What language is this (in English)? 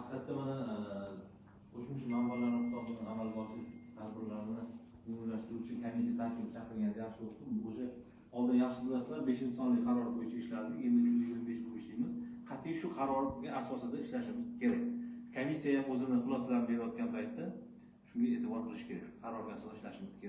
Uzbek